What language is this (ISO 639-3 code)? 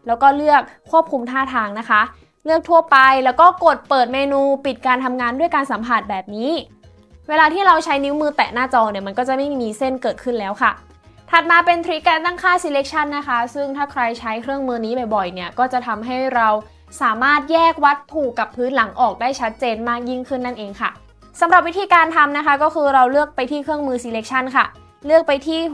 tha